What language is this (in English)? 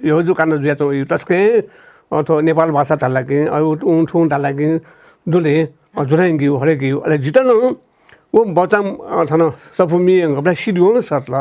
Newari